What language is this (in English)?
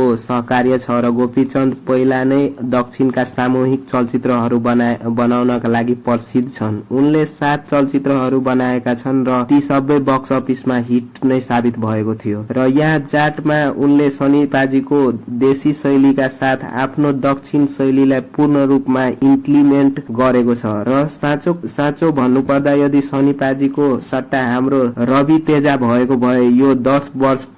Nepali